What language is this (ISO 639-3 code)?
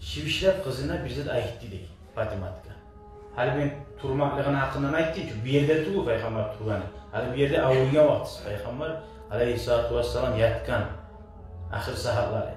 kum